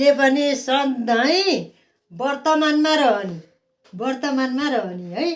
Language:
Nepali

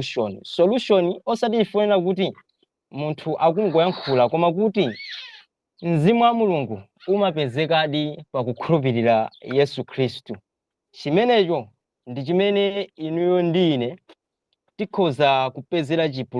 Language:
Nyanja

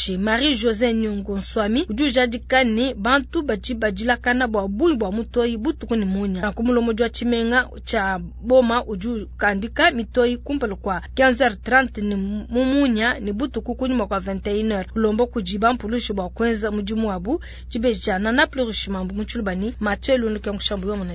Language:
Luba-Lulua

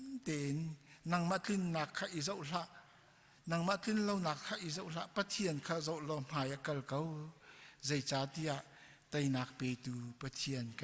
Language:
Hakha Chin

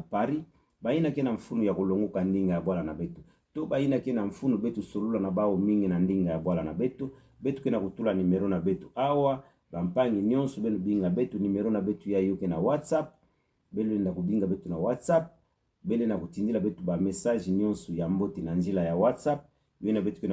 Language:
Kituba (Democratic Republic of Congo)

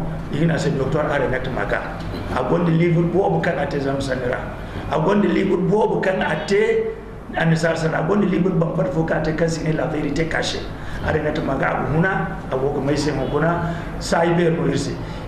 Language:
Zarma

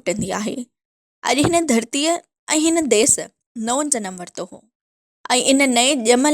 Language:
Sindhi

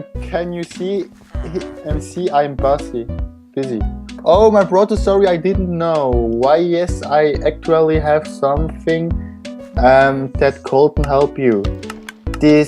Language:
Swiss German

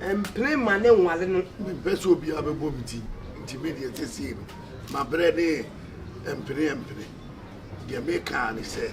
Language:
Akan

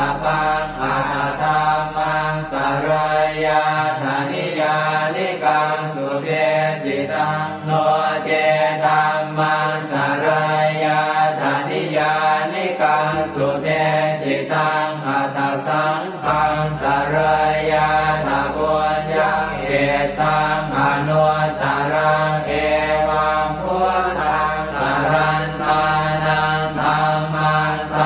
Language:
Pali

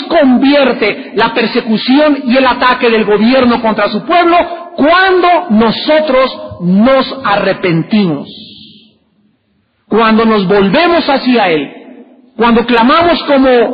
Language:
Spanish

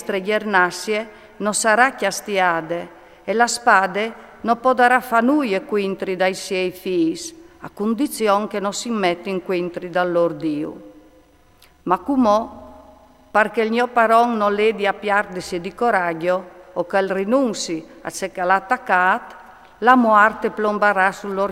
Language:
Friulian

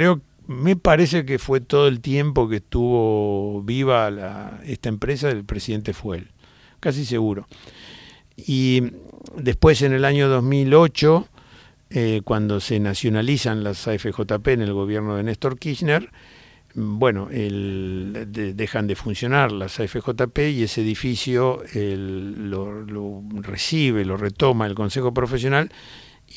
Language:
Spanish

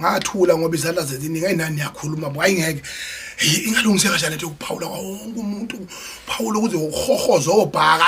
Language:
Zulu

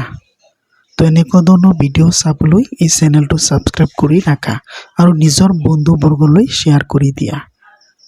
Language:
Assamese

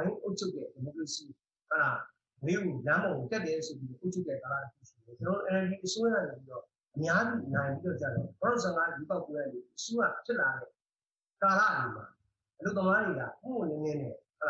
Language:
Burmese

